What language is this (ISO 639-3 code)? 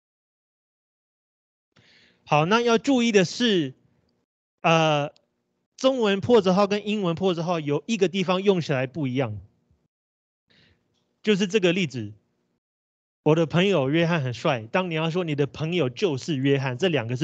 zho